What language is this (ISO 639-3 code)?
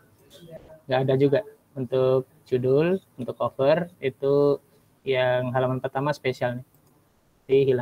ind